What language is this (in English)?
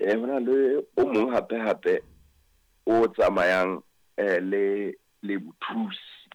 Southern Sotho